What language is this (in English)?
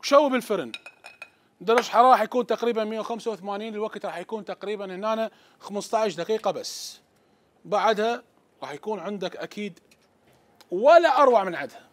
Mesopotamian Arabic